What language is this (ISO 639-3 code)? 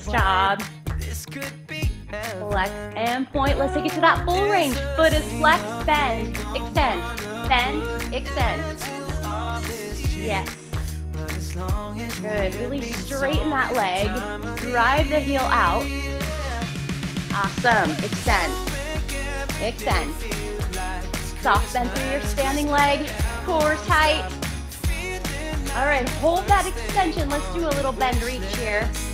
eng